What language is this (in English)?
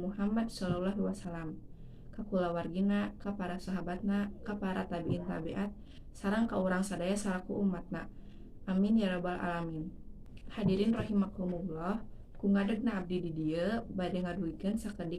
Sundanese